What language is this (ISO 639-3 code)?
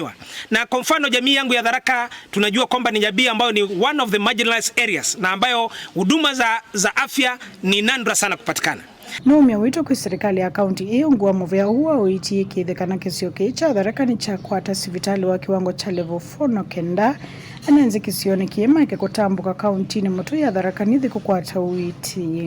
kam